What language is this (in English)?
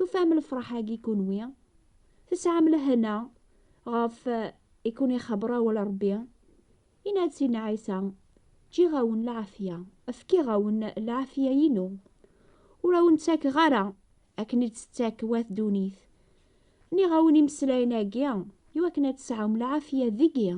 Kabyle